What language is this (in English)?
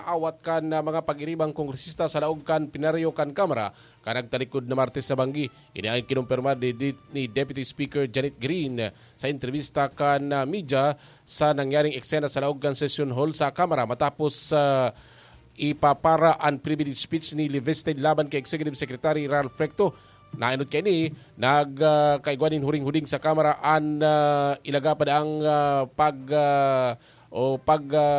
Bikol